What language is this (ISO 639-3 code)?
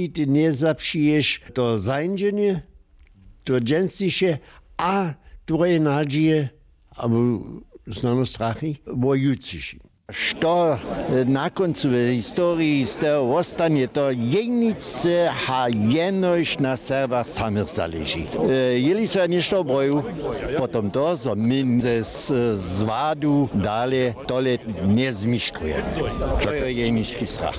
hsb